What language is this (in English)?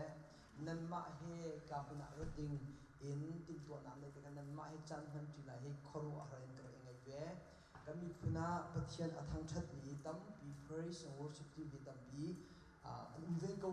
Hakha Chin